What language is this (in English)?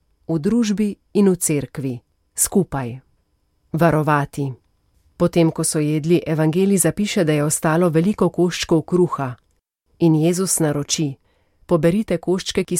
Slovenian